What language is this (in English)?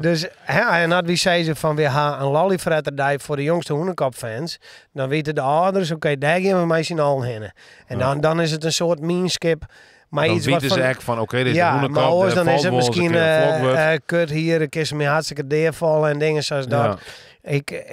Western Frisian